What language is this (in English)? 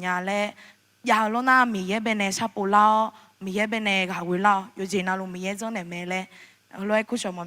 Akha